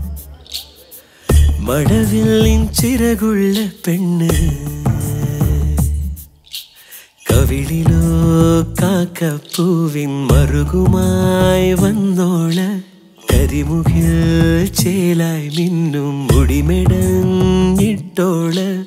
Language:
Malayalam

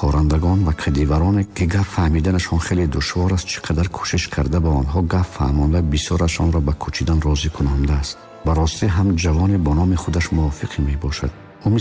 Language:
Tajik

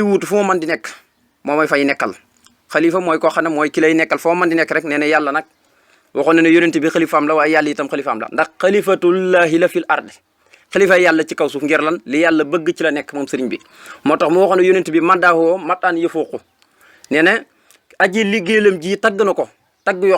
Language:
Wolof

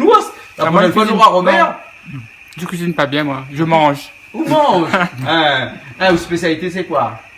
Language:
Réunion Creole French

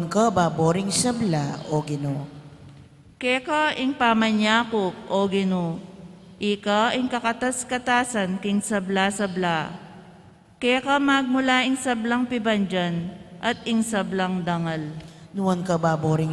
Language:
Pampanga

